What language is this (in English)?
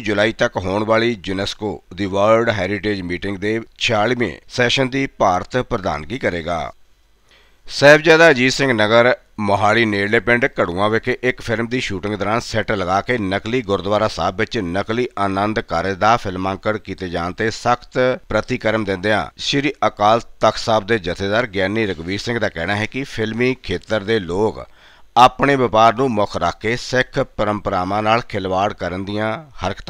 Punjabi